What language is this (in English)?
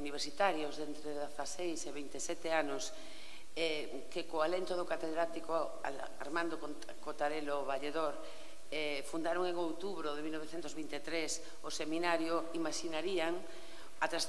Galician